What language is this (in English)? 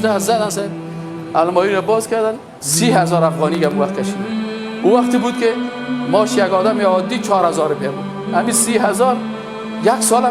Persian